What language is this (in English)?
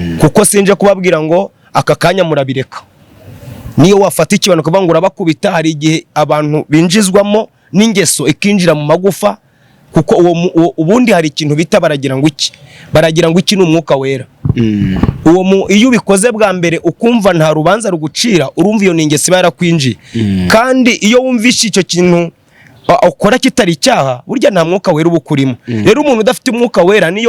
Kinyarwanda